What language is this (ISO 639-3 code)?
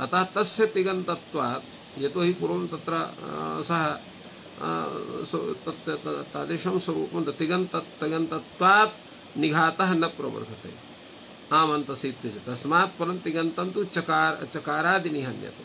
san